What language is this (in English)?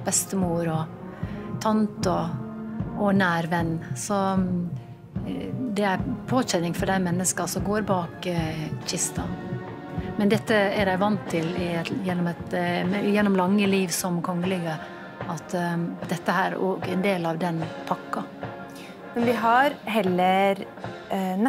Norwegian